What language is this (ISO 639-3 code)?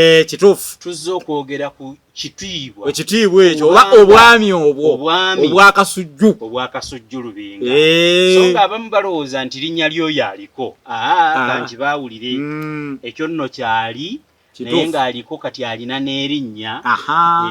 lug